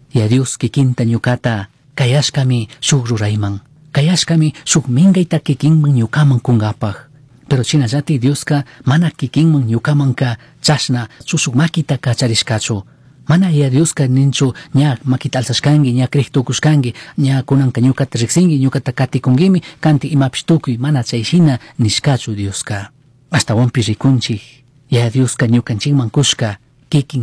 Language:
Chimborazo Highland Quichua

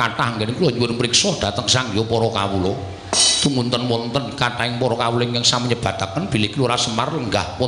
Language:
Javanese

